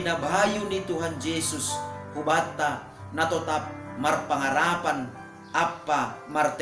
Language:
Batak Simalungun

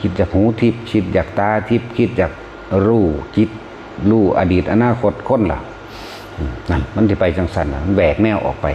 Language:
Northeastern Thai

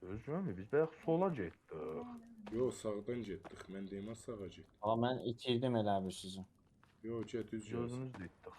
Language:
South Azerbaijani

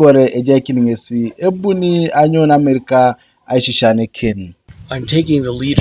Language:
Teso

